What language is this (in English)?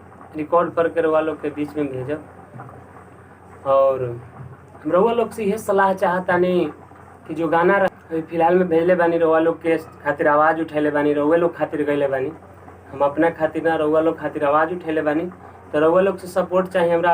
Bhojpuri